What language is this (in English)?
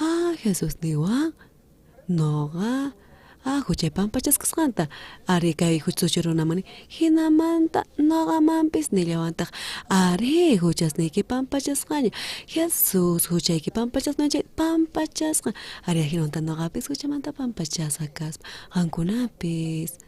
South Bolivian Quechua